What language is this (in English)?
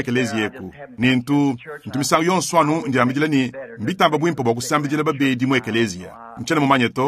Luba-Lulua